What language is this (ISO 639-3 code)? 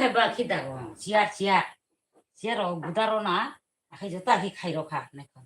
trp